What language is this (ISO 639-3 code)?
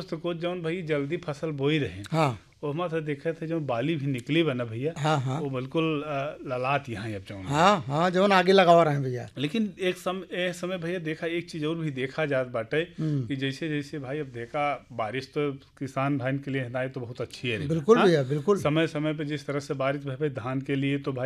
bho